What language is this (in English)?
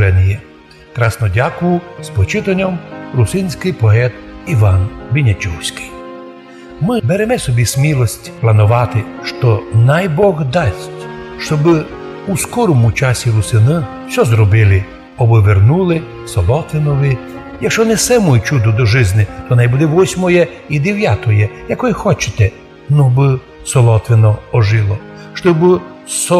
Rusyn